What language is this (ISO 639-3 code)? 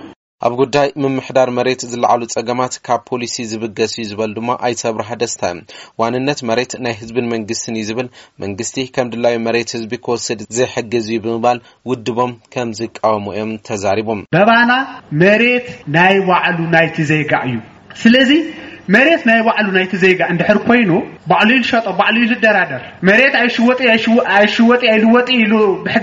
tir